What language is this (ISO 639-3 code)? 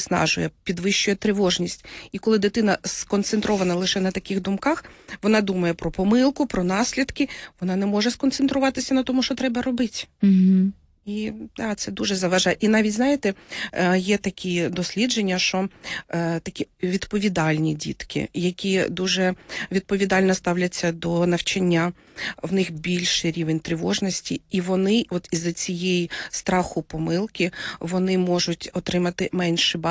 ukr